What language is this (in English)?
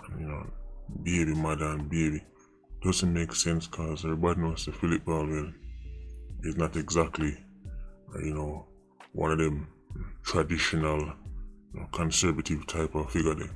Jamaican Creole English